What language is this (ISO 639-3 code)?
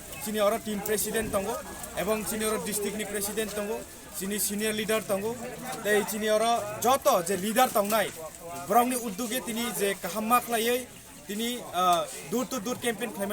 trp